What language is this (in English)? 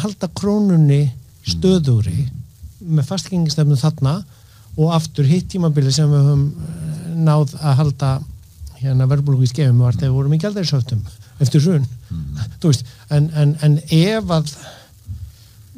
Icelandic